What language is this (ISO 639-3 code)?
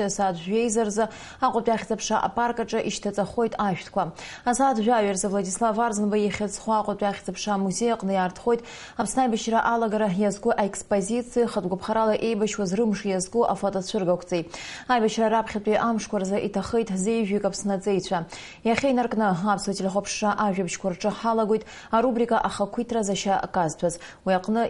abk